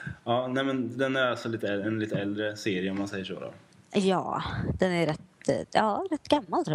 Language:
Swedish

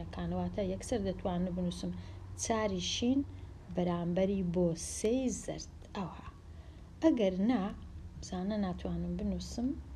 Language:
Central Kurdish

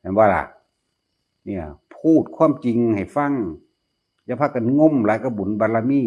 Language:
Northeastern Thai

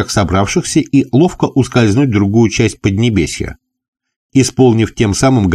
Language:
Russian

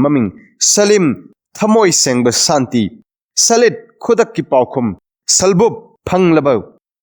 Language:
Manipuri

